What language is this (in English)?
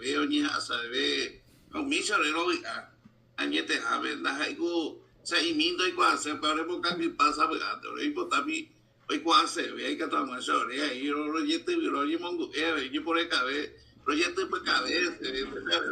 Guarani